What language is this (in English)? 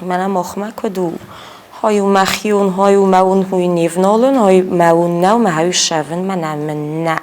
Ossetic